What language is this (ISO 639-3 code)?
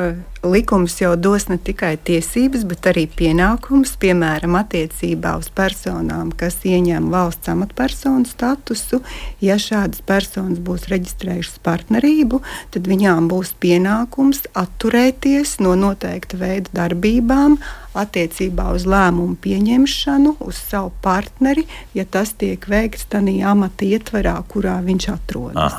lav